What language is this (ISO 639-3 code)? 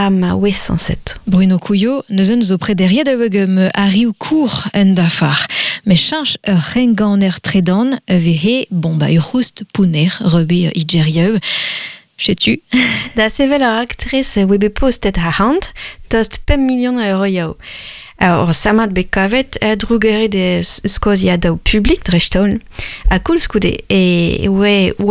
bre